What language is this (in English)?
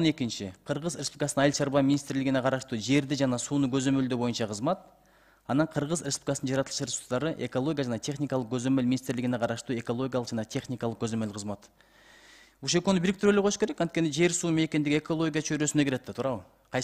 Kyrgyz